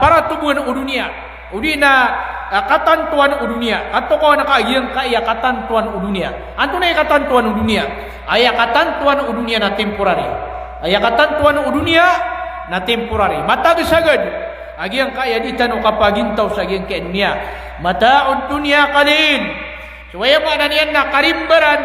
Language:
Maranao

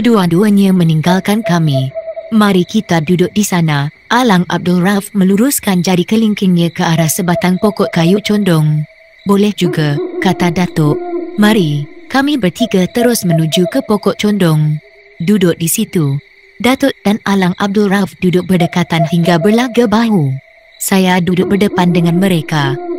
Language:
Malay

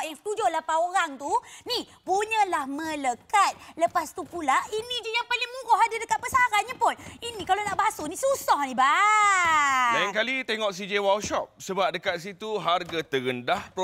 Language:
Malay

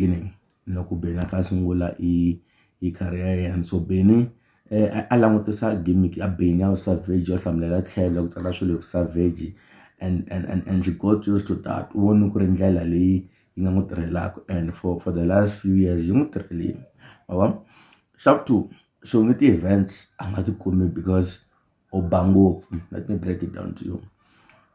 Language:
Tsonga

